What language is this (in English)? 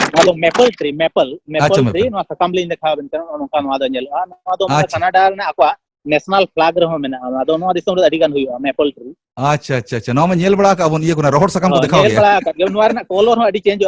Santali